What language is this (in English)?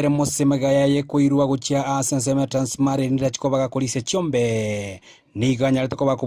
Gusii